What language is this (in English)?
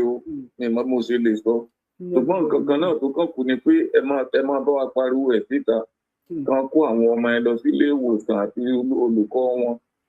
Yoruba